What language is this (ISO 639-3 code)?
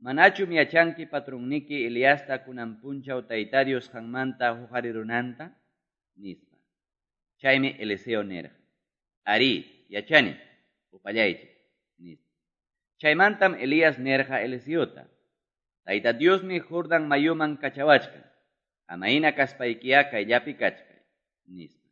que